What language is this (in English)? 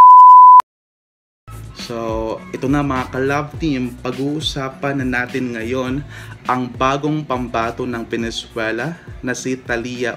Filipino